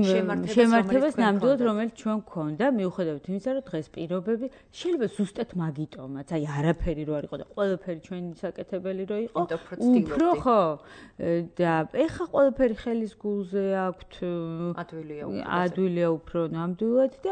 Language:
Georgian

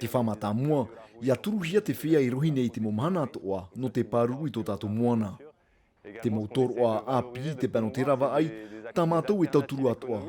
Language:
Tahitian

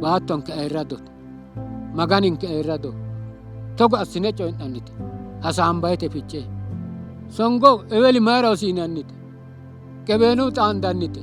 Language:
Sidamo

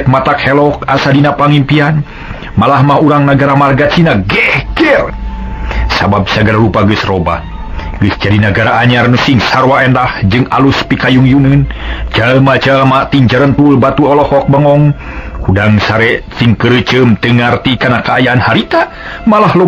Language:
Sundanese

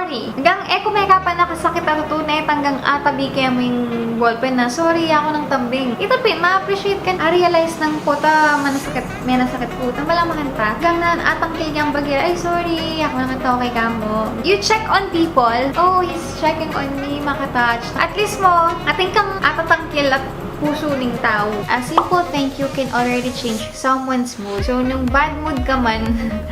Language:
Pampanga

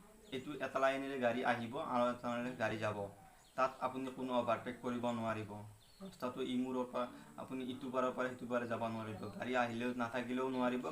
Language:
Assamese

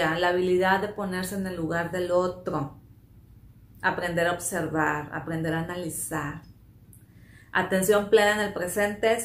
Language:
Spanish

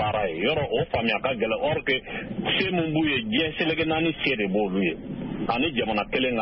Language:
Bambara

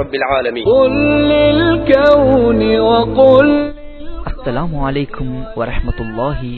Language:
Tamil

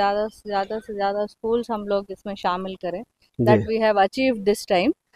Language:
Hindi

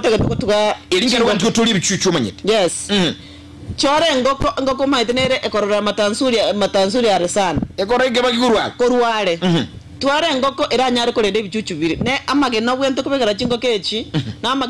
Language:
Gusii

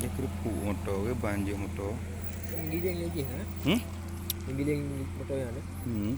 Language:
Achinese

